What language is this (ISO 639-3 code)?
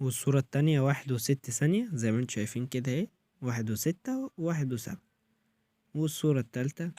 arz